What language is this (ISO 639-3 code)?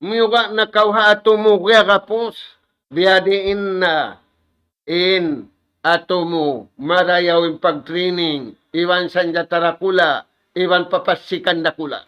tsg